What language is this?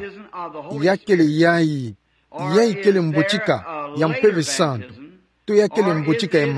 Kituba (Democratic Republic of Congo)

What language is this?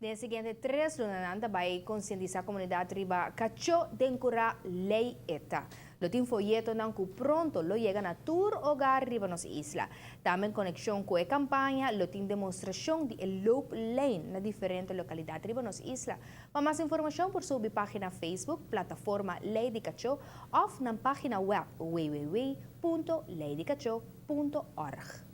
Papiamento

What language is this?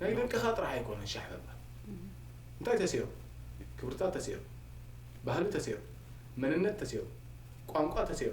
Tigrinya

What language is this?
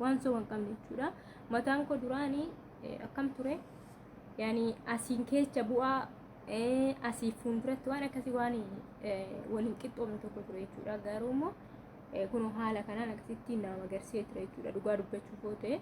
Oromo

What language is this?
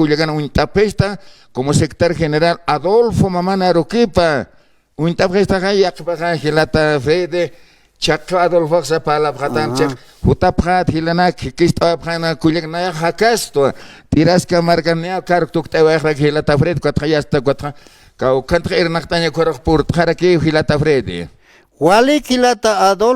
Aymara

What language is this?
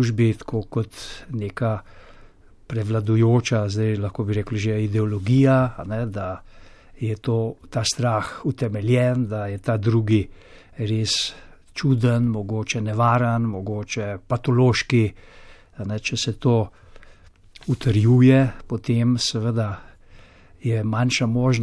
Slovenian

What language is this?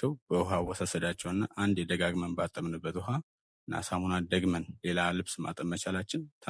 Amharic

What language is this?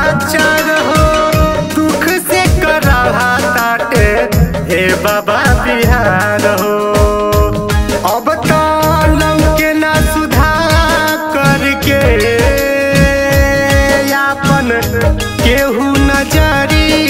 Bhojpuri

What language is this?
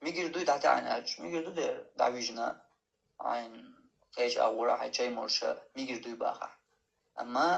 Chechen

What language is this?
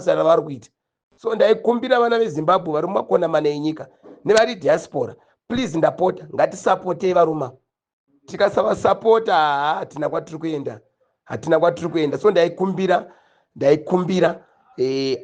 Shona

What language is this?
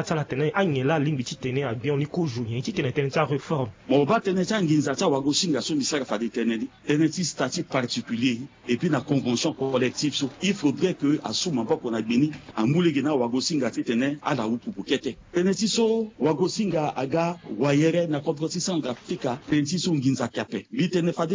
Sango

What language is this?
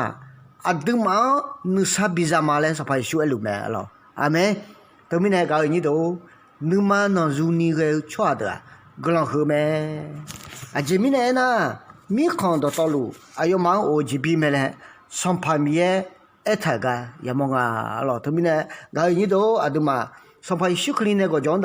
Akha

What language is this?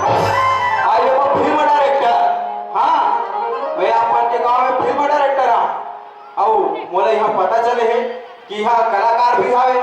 Chhattisgarhi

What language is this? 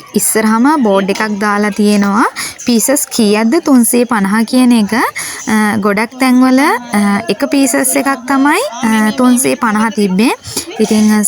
Sinhala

